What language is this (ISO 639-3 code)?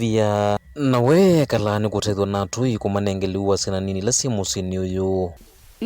kam